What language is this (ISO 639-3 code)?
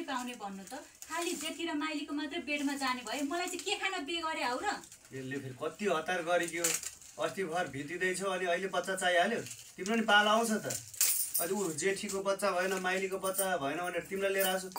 nep